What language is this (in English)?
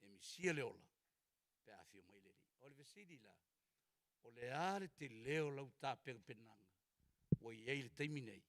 Samoan